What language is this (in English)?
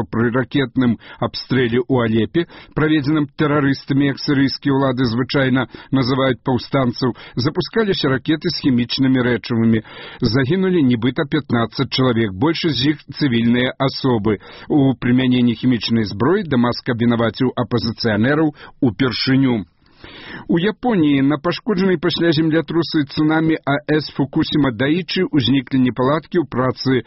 Belarusian